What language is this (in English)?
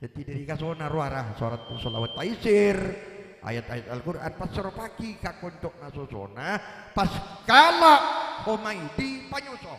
Madurese